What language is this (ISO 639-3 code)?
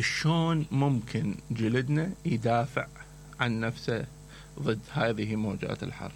acm